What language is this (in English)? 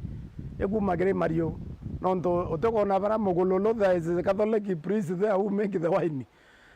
Meru